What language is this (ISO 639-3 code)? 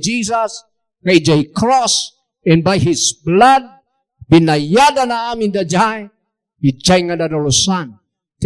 ilo